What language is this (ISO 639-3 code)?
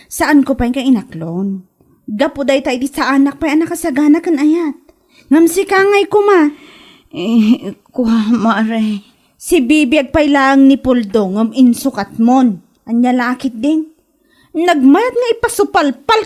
ilo